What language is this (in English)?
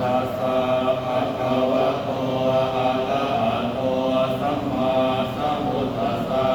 Pali